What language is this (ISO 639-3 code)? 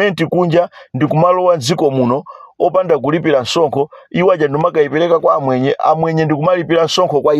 nya